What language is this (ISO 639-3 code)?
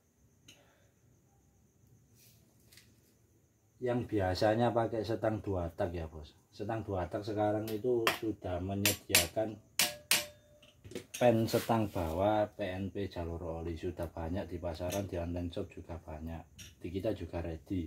ind